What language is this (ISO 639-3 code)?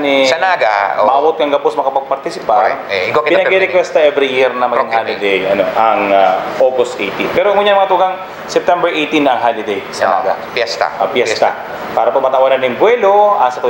bik